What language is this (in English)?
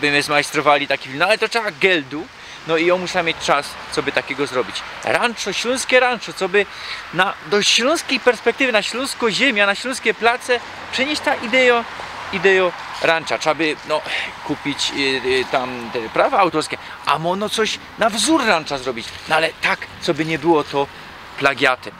Silesian